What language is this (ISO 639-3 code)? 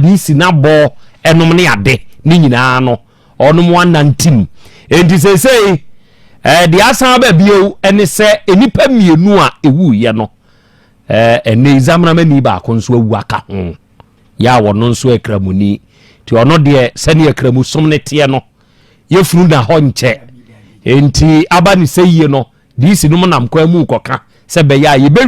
aka